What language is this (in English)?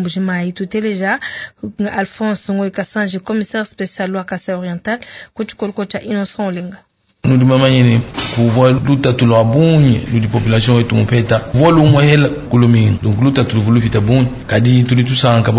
Luba-Lulua